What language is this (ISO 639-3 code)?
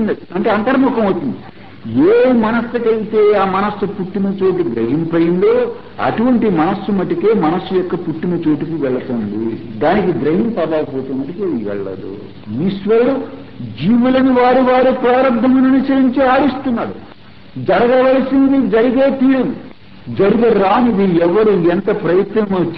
tel